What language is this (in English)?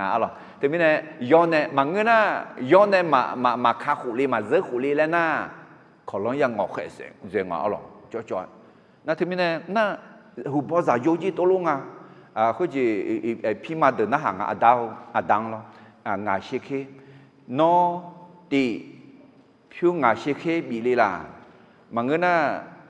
Akha